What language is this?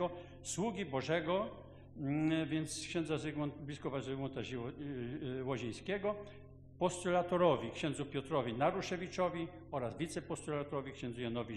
Polish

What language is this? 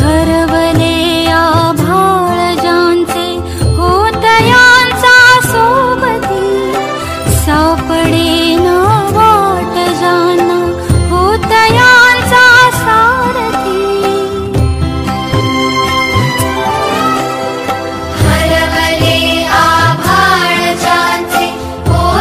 Marathi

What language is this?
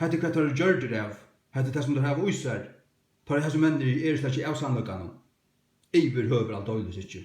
Faroese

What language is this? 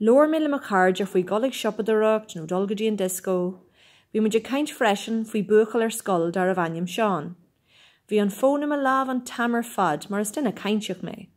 Irish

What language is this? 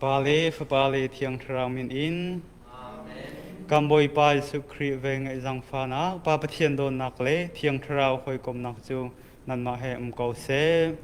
Hakha Chin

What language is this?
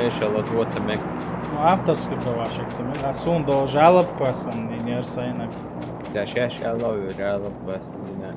Chechen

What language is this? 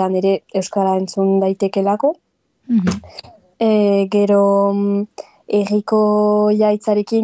Basque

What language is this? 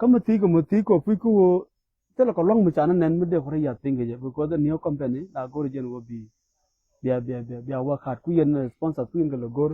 Nuer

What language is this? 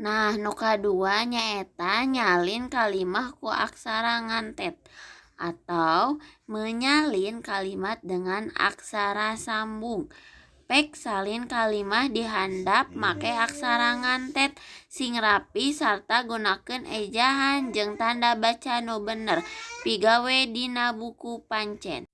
Sundanese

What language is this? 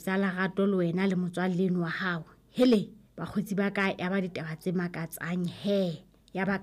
Southern Sotho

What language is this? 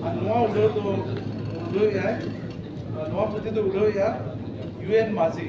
Santali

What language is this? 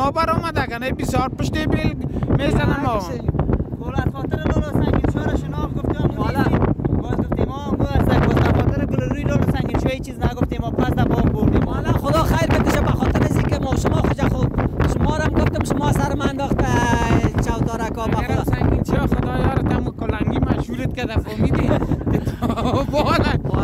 Persian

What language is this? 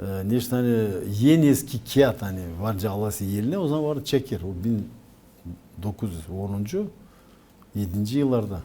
Gagauz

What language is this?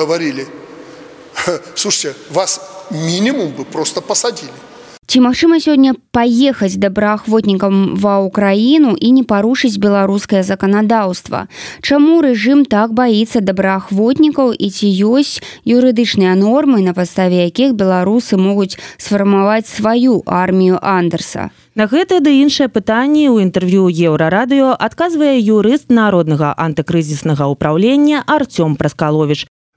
Belarusian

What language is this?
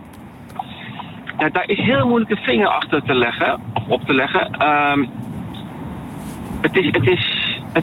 Dutch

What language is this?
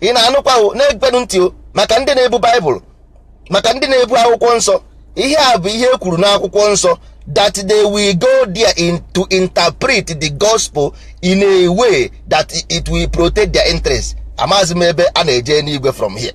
Igbo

